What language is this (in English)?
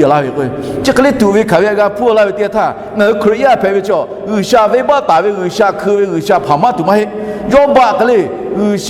Lahu